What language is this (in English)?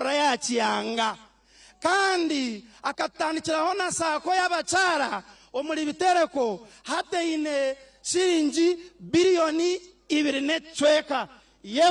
Nyankole